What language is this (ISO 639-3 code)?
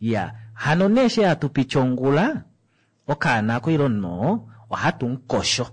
kua